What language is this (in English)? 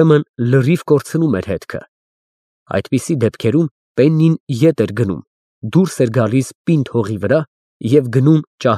Armenian